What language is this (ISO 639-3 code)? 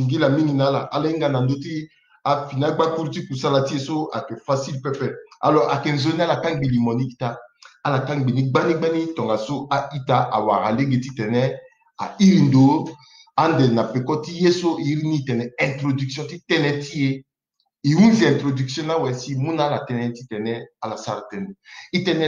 sag